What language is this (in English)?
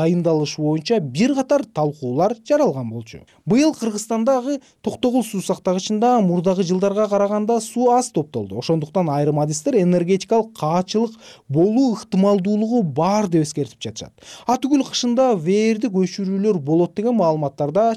Kyrgyz